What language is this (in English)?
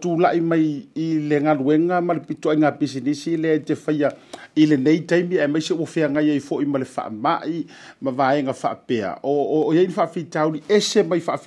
Samoan